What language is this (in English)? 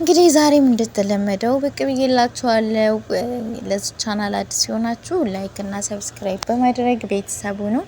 Amharic